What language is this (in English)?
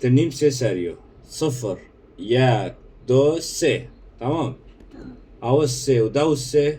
Kurdish